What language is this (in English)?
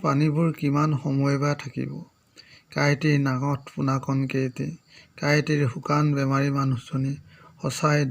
Assamese